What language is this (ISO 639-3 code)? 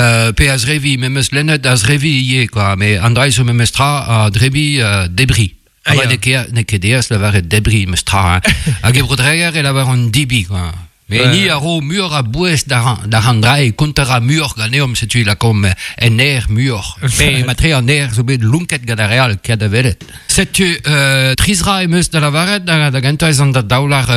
bre